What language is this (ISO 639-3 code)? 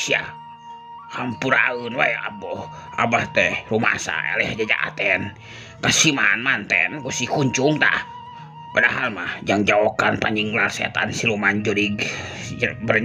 sun